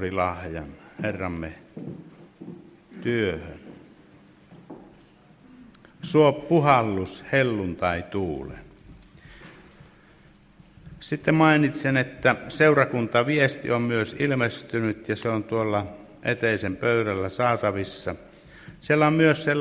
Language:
Finnish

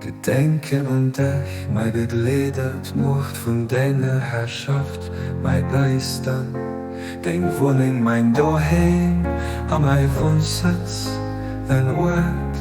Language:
Luxembourgish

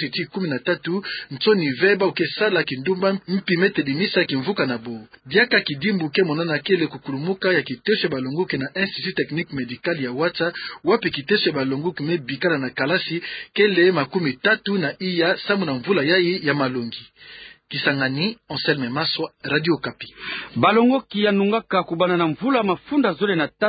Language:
Kituba (Democratic Republic of Congo)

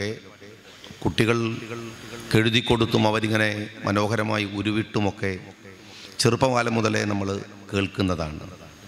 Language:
Malayalam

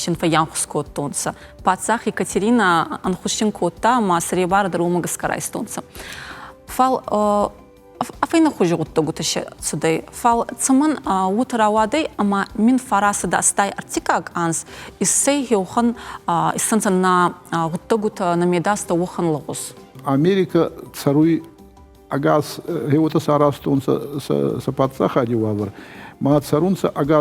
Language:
Ossetic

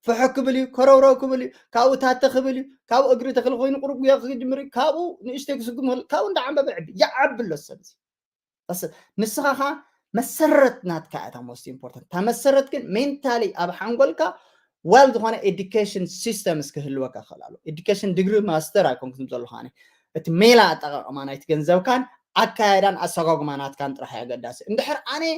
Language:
Tigrinya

